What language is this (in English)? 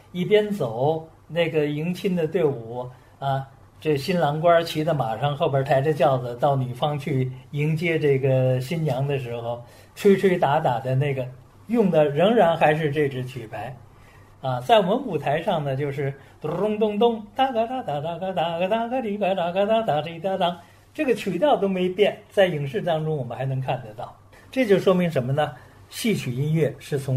Chinese